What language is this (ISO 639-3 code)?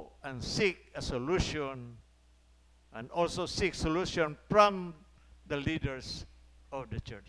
ceb